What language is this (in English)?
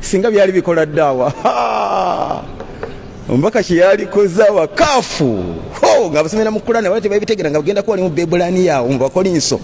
Ganda